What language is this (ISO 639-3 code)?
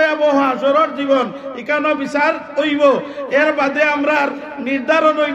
syl